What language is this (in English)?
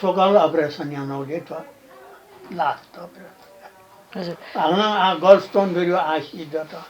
Newari